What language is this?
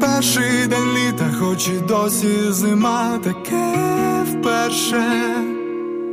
Ukrainian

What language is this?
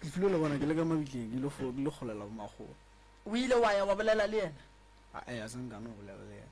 Northern Sotho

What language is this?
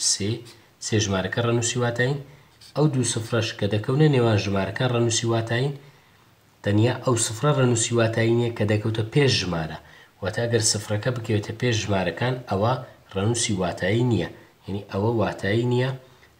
Central Kurdish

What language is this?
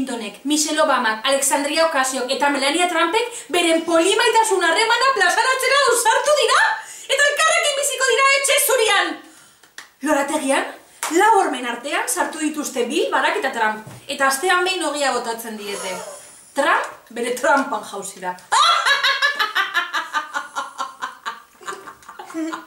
Basque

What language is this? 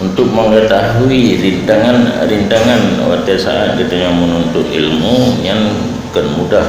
Achinese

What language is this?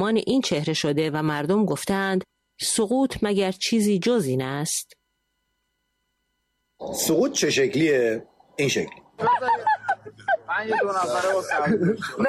Persian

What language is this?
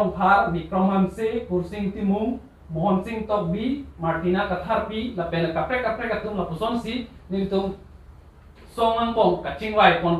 Karbi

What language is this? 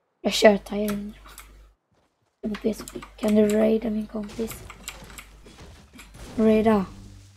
Swedish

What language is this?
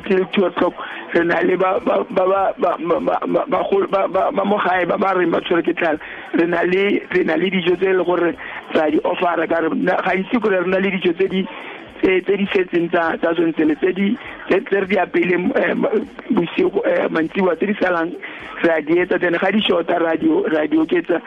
Tswana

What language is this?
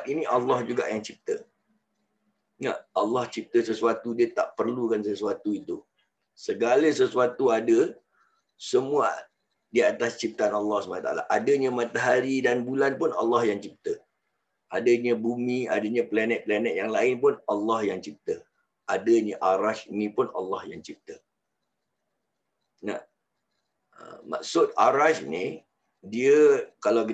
Malay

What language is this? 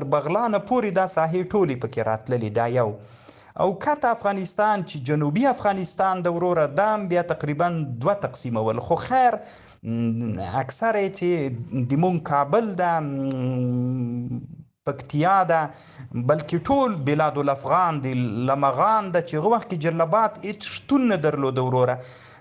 Pashto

